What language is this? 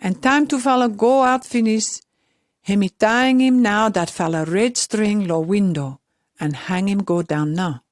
Pijin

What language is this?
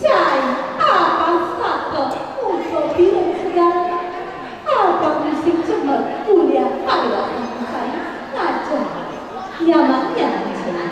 Balinese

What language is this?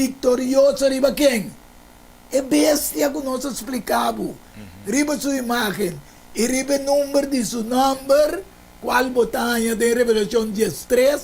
Papiamento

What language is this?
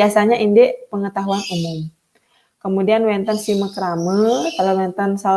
Balinese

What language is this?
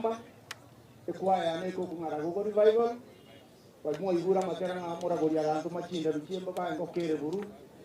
Gusii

